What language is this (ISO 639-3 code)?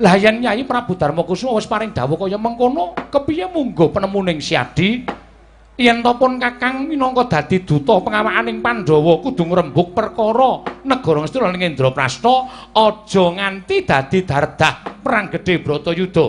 jav